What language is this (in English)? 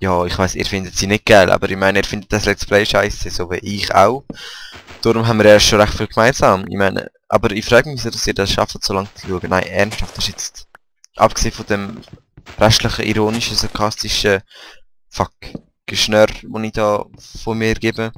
Swiss German